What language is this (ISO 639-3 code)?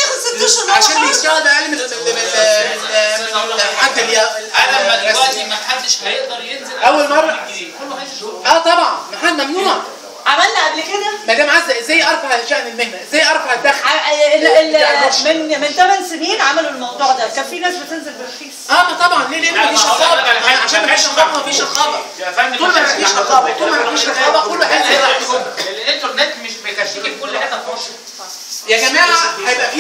arz